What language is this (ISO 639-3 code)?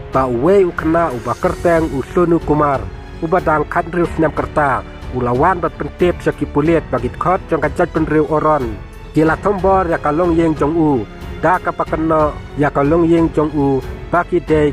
kha